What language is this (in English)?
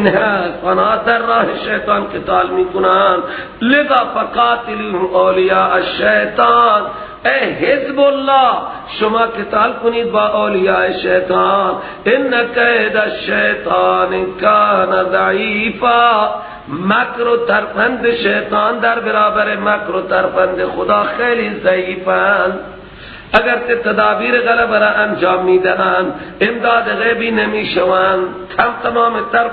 Persian